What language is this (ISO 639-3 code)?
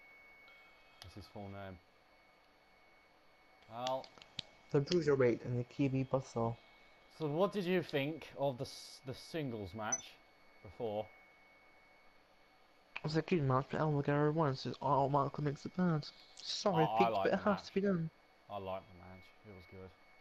eng